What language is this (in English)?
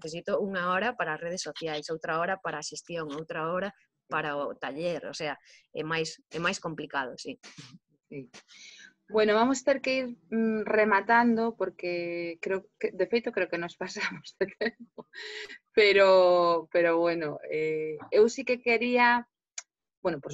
Galician